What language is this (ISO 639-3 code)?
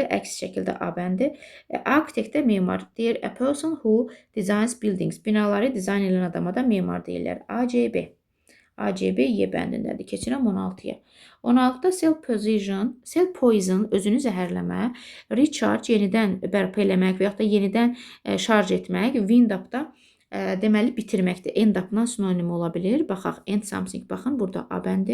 aze